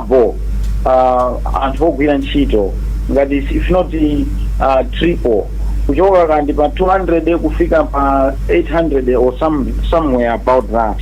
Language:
Nyanja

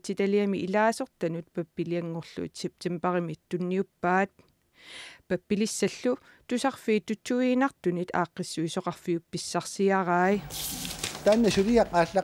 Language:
Kalaallisut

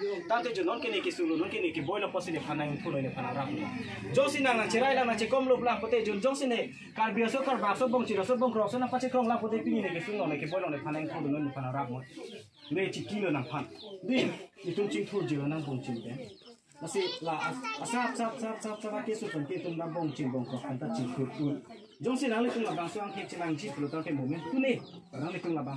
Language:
Karbi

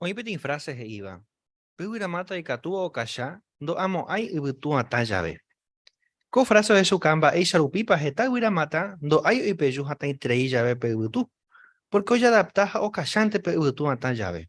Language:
Guarani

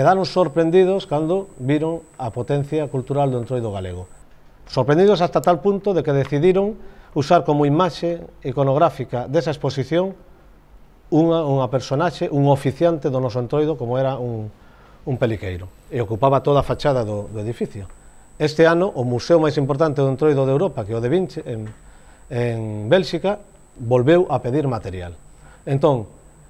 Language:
Galician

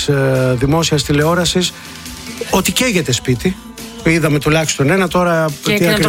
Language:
Greek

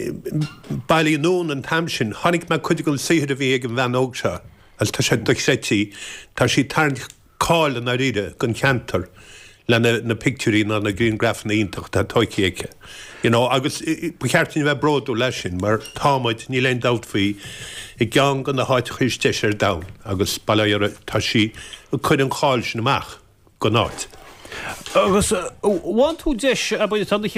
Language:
Irish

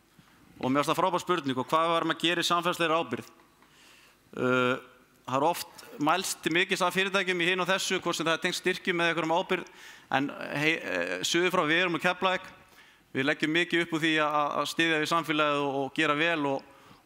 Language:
Icelandic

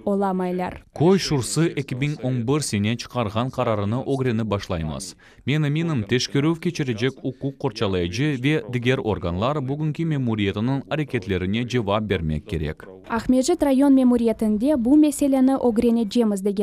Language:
Crimean Tatar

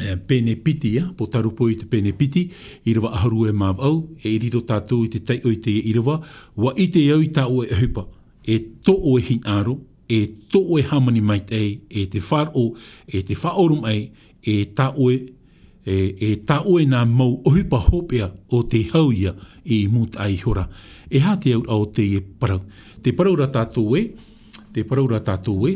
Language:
Tahitian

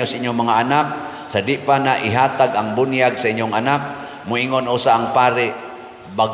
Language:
Cebuano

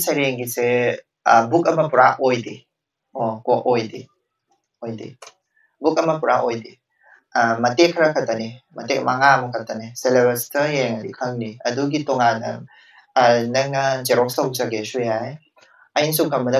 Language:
Manipuri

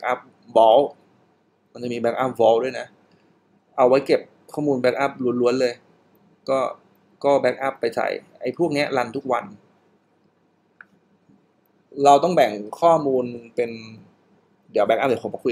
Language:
Thai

